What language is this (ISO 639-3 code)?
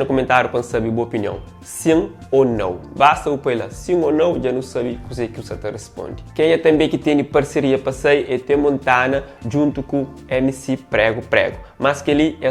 kea